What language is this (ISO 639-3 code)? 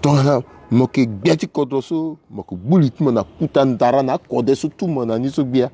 sag